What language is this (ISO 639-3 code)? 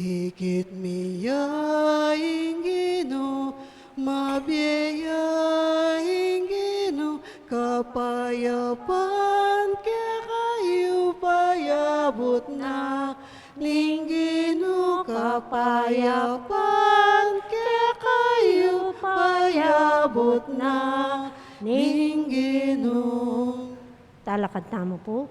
pam